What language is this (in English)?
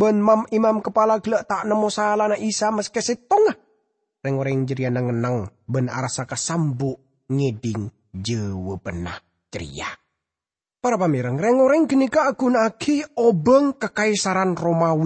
Madurese